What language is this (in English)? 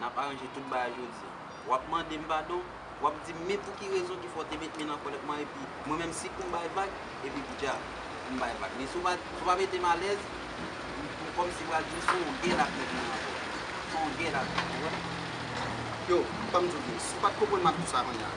Haitian Creole